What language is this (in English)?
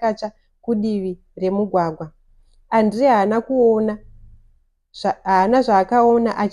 Shona